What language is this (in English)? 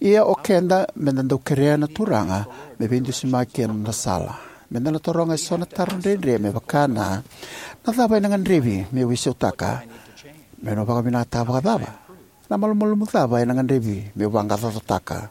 Fijian